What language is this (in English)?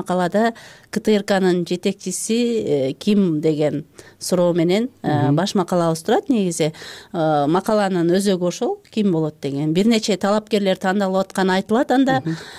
Kyrgyz